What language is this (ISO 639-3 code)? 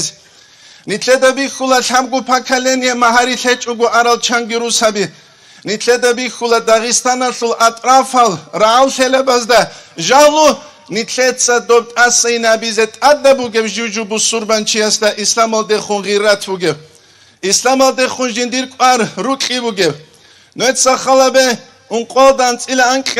ava